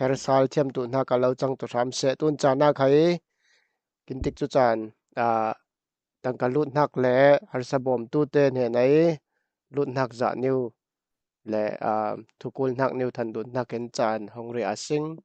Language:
Falam Chin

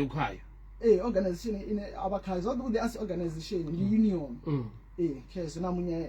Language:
Venda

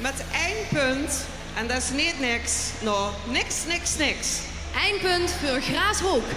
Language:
Limburgish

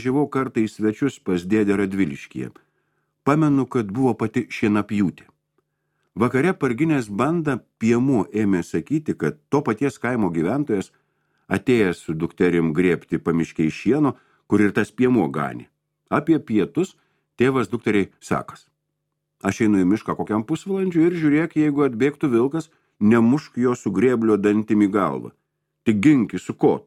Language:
Lithuanian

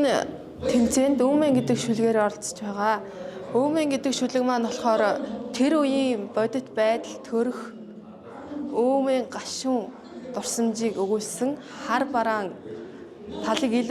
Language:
Mongolian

